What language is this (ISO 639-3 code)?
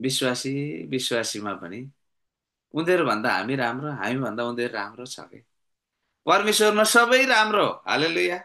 nep